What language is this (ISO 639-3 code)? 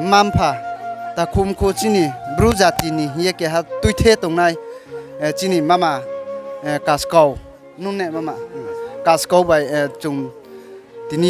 ria